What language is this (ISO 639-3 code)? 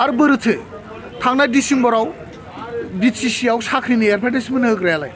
brx